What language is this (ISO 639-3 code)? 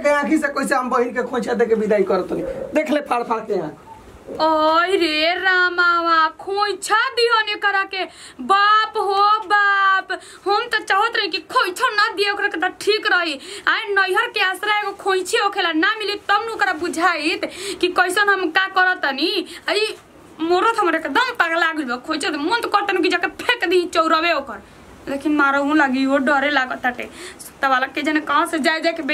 bho